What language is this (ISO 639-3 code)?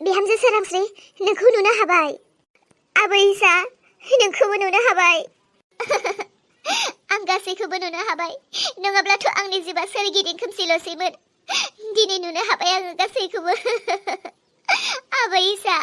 brx